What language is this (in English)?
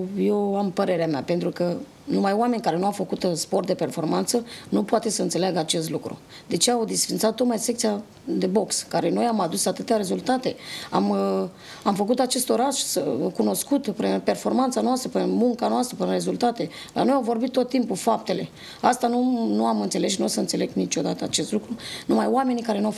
Romanian